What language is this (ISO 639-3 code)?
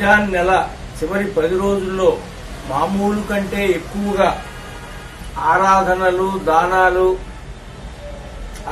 tel